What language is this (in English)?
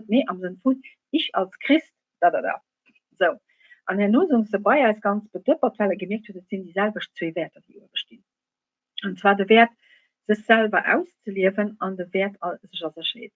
Luxembourgish